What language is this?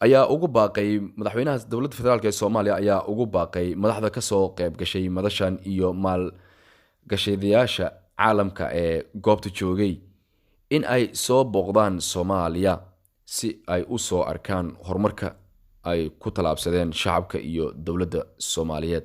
Somali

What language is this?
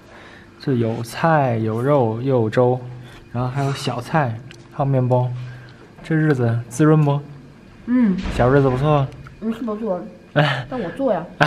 Chinese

